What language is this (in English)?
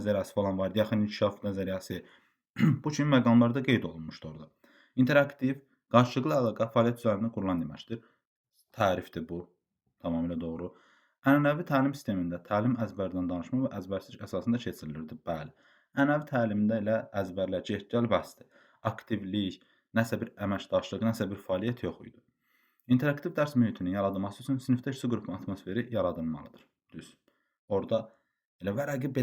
Azerbaijani